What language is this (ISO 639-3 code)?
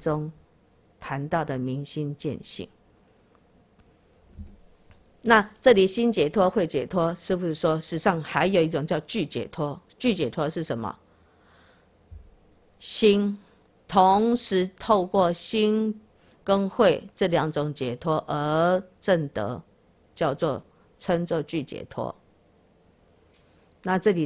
zho